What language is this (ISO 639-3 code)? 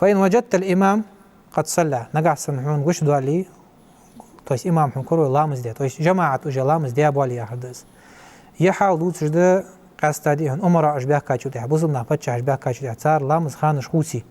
inh